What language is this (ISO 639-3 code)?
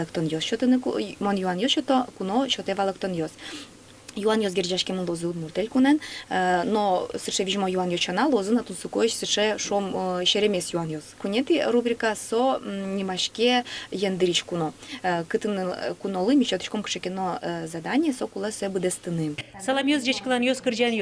udm